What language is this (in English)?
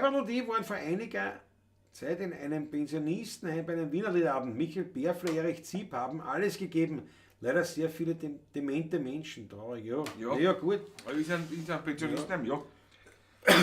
Bavarian